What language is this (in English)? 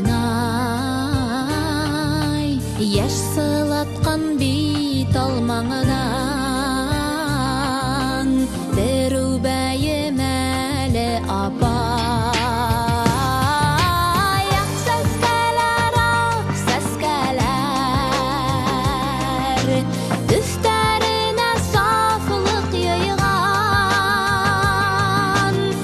Bashkir